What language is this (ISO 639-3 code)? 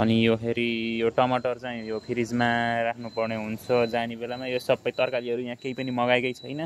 nep